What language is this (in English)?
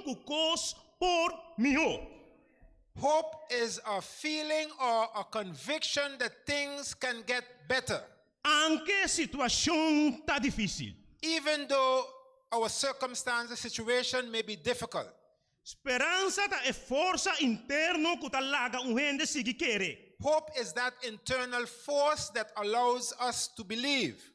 Papiamento